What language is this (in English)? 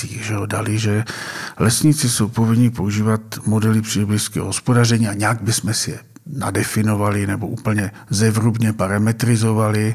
Czech